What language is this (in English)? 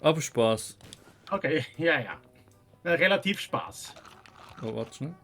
Swiss German